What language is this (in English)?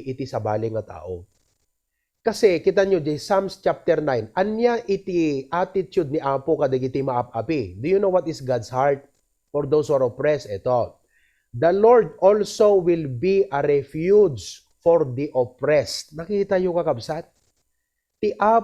Iloko